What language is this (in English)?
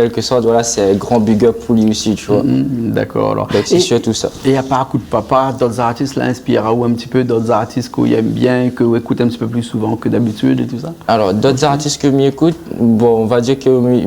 Réunion Creole French